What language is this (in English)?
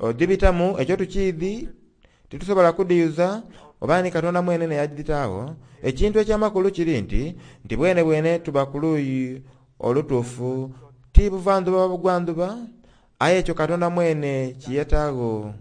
Soga